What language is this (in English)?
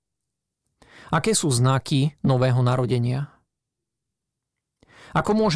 Slovak